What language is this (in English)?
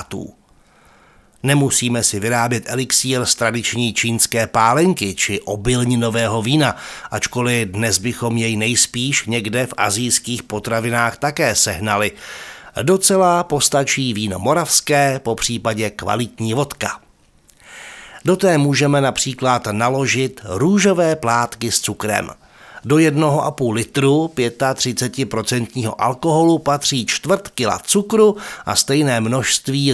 Czech